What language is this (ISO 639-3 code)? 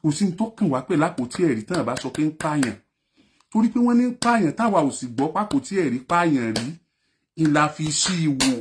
yor